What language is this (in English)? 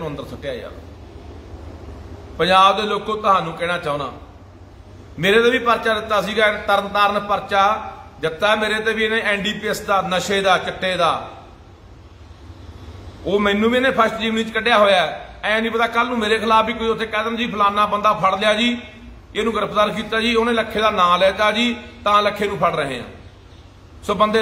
Punjabi